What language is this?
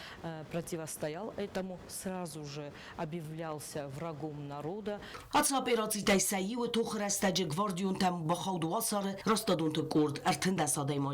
Ossetic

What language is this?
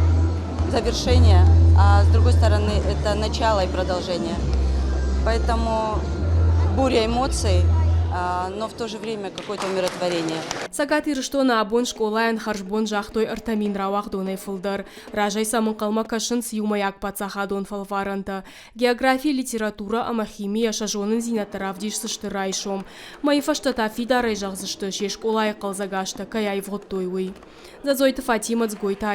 Ossetic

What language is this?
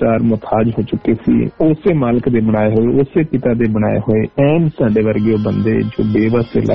Punjabi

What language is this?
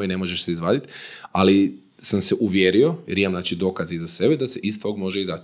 Croatian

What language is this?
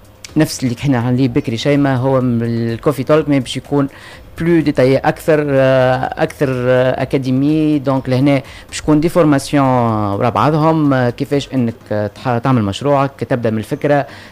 Tunisian Arabic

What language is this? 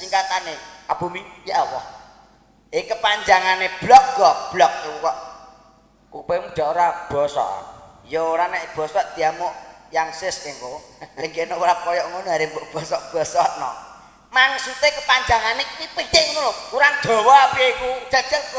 Javanese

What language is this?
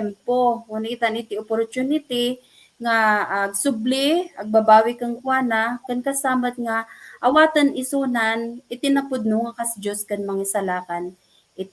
Iloko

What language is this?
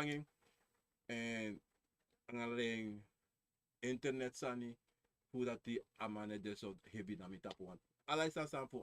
Sranan Tongo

